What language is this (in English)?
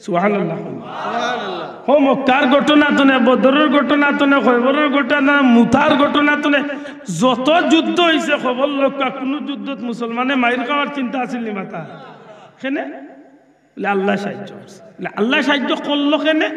Sylheti